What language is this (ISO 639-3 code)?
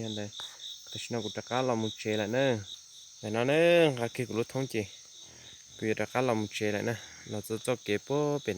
hmn